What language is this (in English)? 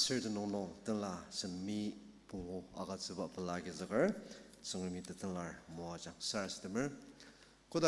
Ao Naga